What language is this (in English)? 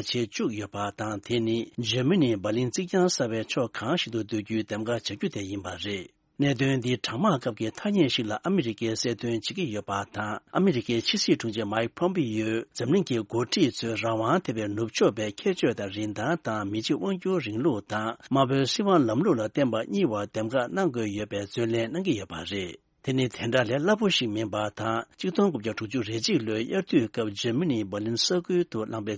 Tibetan